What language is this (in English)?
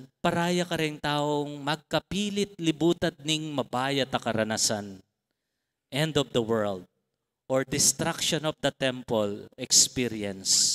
Pampanga